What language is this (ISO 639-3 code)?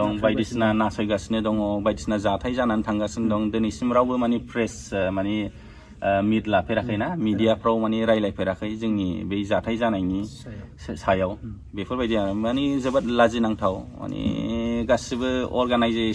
brx